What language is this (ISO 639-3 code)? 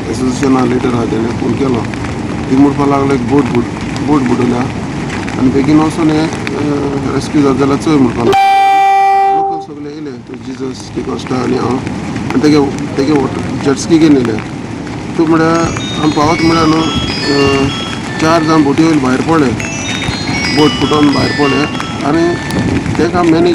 kok